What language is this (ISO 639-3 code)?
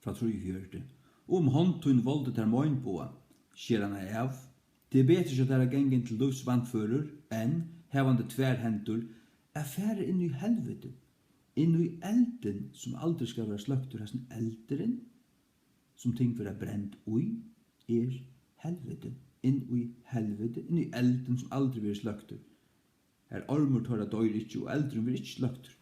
fao